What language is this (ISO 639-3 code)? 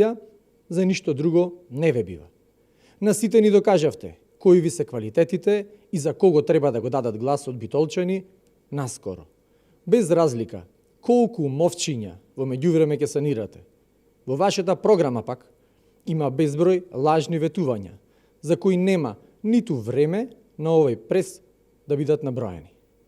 mkd